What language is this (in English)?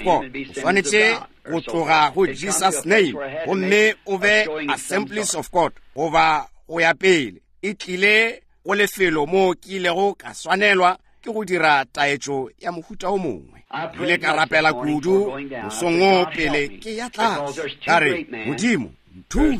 Northern Sotho